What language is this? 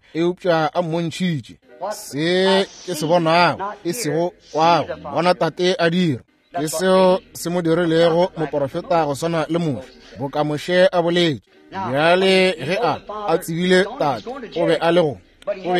Northern Sotho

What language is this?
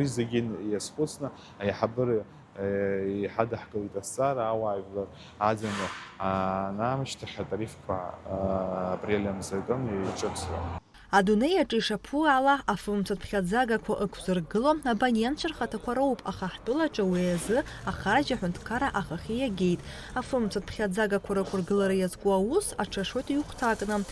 Abkhazian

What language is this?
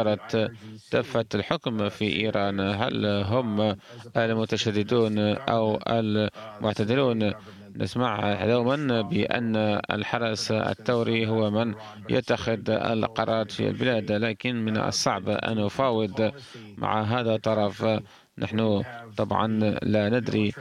Arabic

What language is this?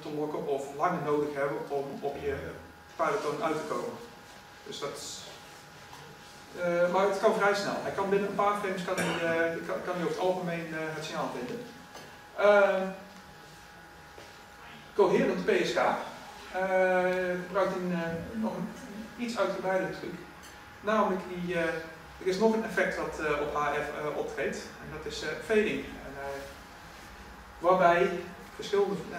Dutch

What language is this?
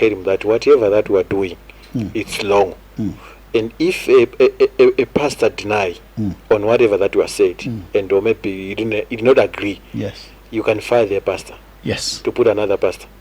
Nyanja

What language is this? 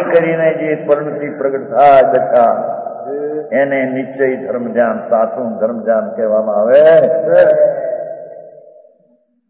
Gujarati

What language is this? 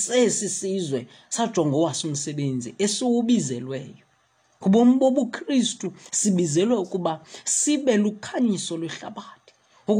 Xhosa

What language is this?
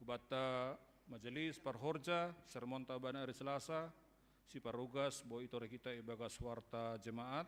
Batak Simalungun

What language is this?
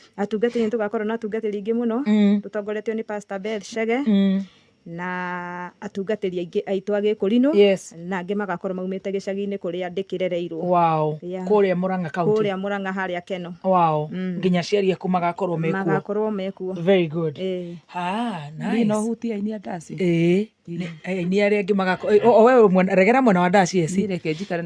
Kikuyu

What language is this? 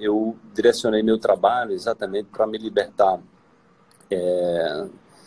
Portuguese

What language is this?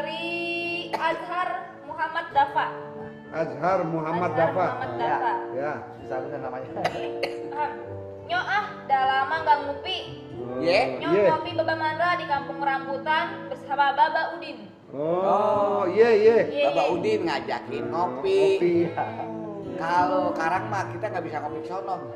Betawi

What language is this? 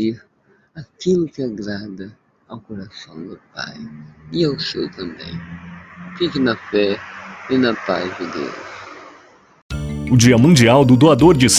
Portuguese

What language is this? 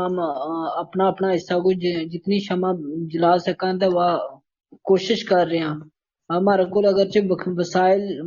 Gujari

